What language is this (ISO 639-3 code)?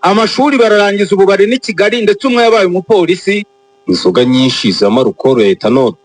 kin